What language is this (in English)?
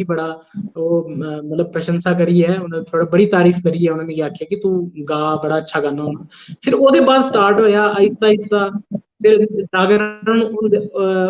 Dogri